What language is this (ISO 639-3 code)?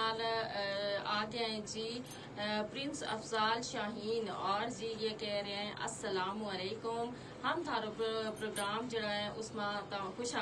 gju